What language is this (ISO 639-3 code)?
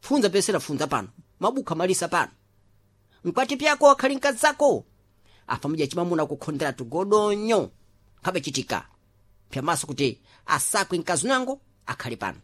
seh